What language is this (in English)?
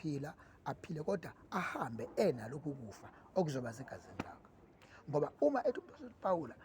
Zulu